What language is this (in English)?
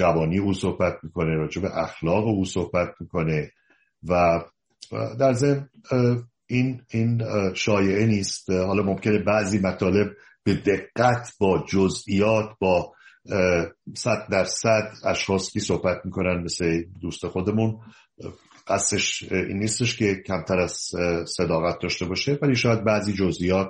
Persian